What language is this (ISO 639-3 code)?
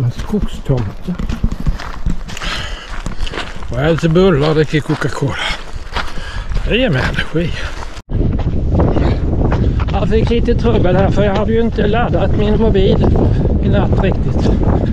swe